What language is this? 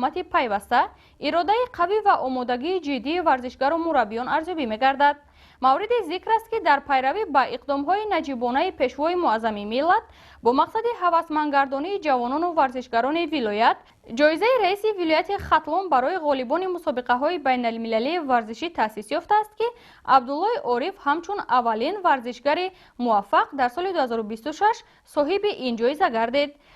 Tajik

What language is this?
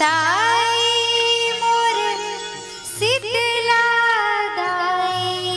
Chhattisgarhi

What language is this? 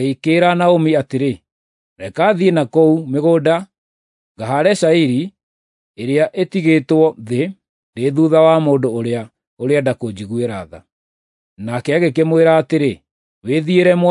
Kikuyu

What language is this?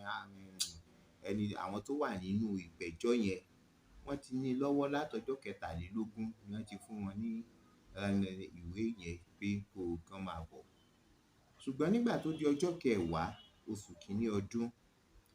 Yoruba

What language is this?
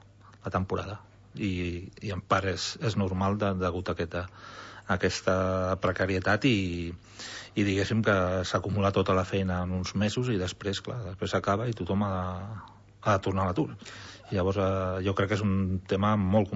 Catalan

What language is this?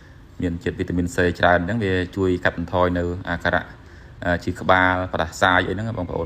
Khmer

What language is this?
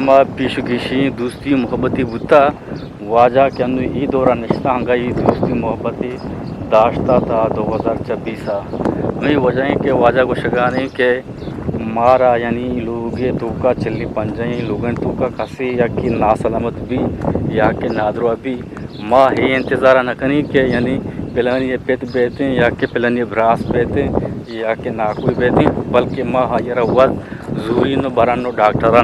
Eastern Balochi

